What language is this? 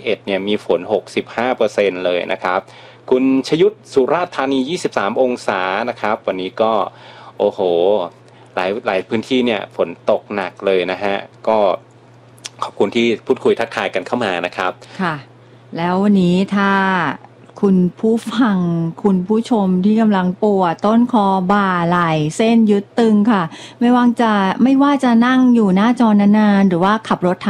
Thai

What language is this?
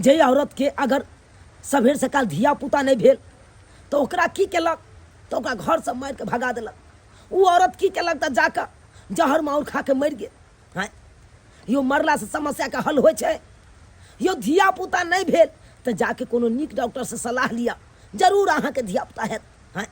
Maithili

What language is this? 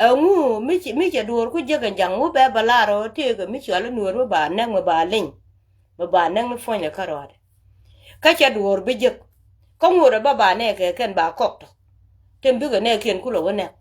Nuer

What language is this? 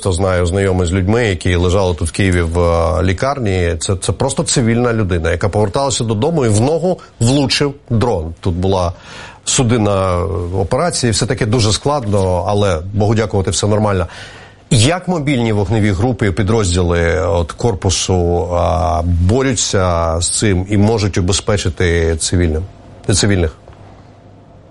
Ukrainian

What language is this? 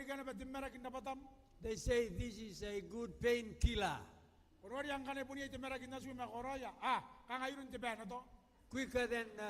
Gilbertese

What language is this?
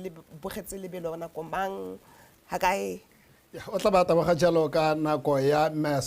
Tswana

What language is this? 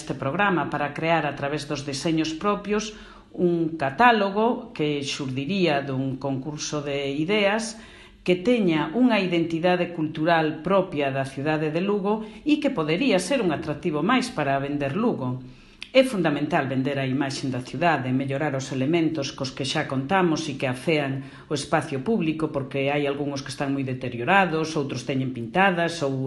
Galician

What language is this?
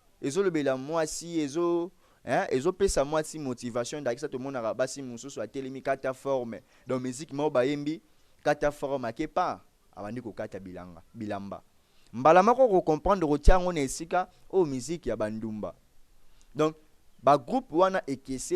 Lingala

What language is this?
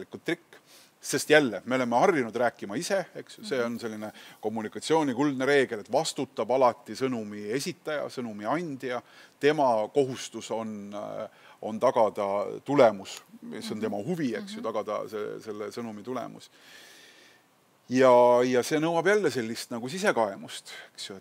Estonian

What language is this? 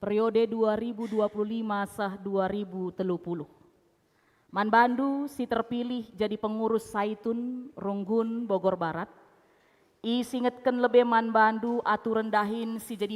Batak Karo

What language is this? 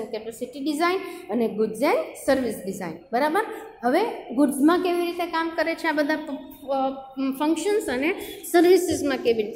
Gujarati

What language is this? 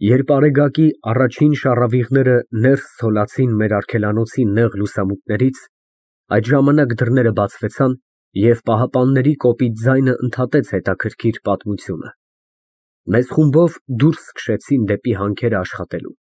Armenian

